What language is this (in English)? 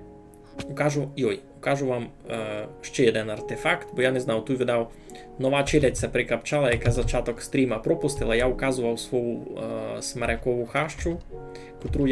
Rusyn